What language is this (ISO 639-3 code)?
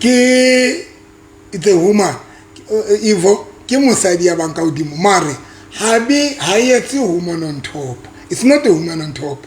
sot